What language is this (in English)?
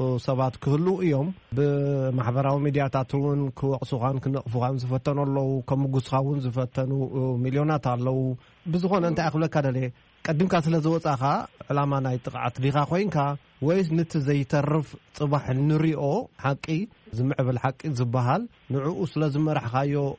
Tigrinya